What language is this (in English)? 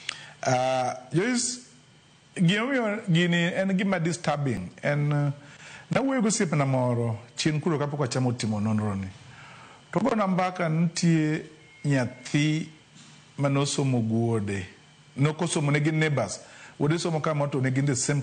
Luo (Kenya and Tanzania)